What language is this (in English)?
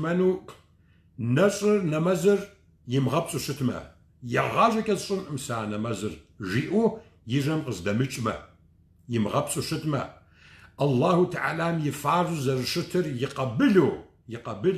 Kabardian